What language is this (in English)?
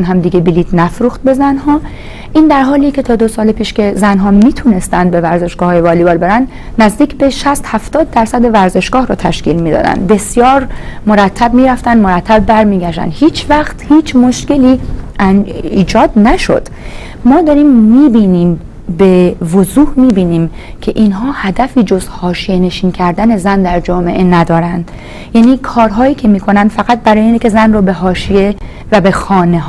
Persian